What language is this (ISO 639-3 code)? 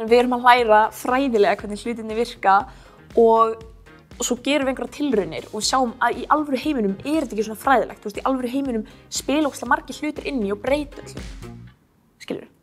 isl